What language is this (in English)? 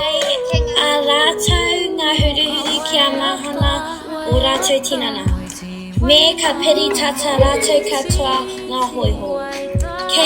Māori